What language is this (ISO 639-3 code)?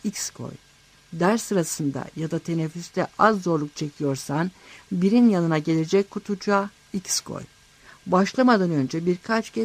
tur